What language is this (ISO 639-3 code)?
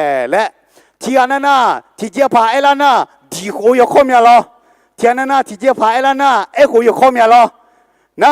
ahk